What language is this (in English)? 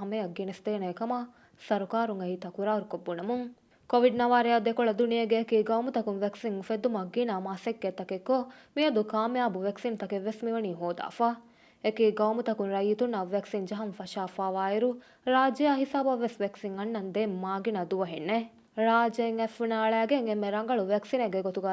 Divehi